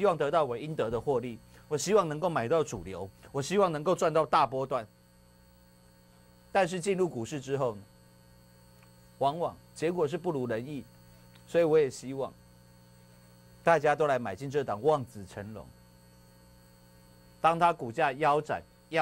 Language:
Chinese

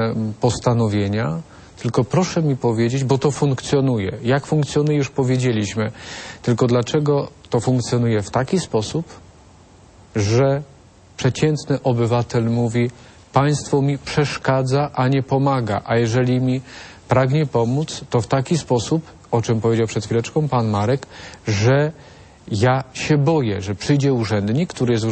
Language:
Polish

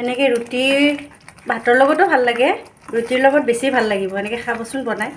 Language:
Assamese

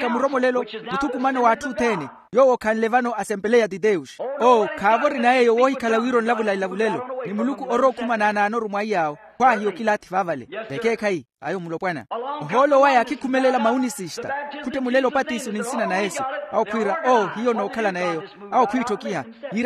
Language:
Makhuwa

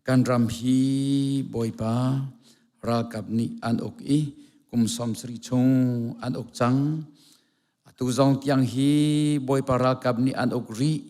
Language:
Hakha Chin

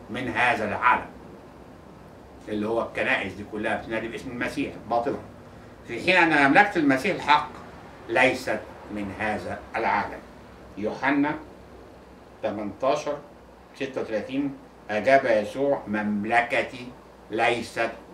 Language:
Egyptian Arabic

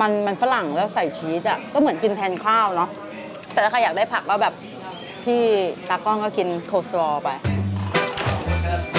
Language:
Thai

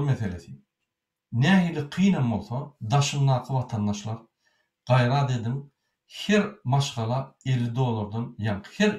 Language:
Turkmen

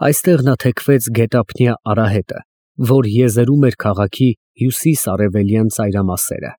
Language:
Armenian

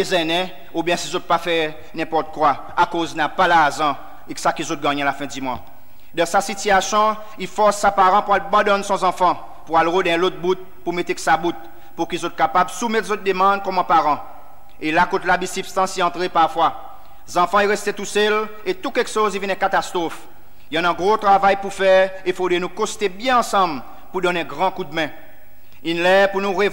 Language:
Seselwa Creole French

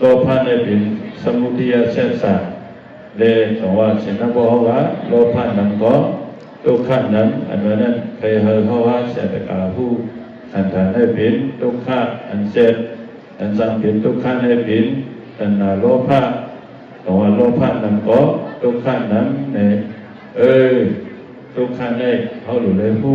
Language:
Shan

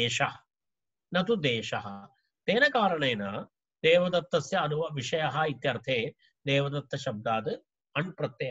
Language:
Sanskrit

